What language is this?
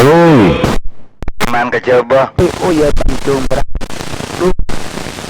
Madurese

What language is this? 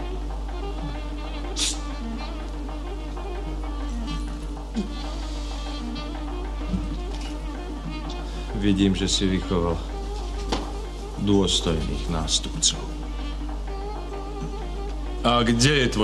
Slovak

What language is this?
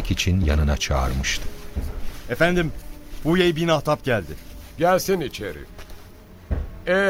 Turkish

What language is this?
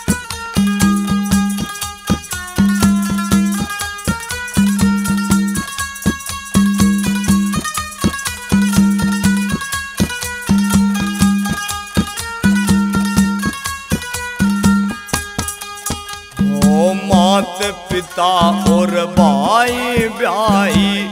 Hindi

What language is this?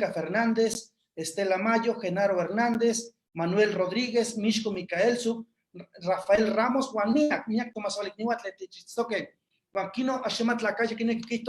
Eastern Huasteca Nahuatl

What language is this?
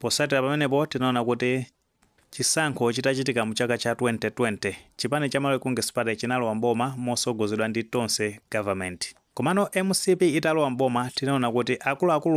Nyanja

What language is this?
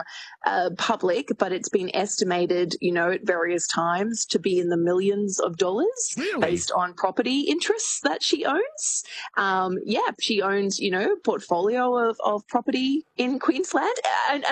English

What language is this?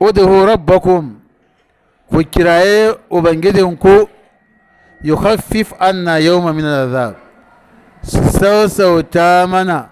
Hausa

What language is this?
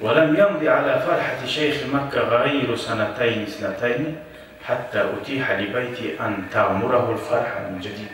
Kumyk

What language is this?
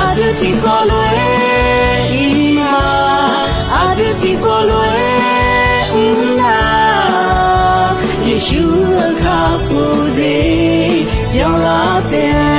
Akha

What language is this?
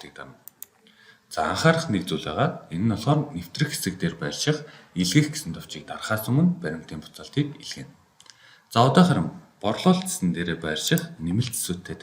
Mongolian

